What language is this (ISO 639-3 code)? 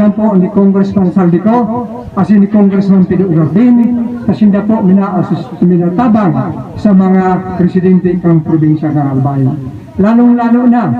bik